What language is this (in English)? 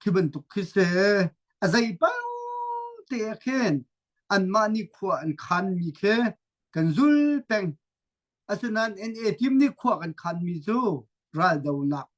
Hakha Chin